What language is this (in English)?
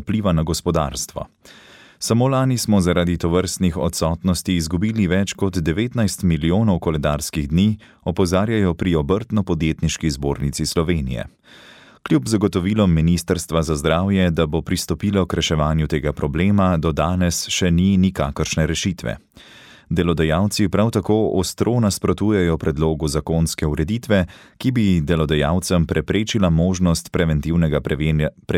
Slovenian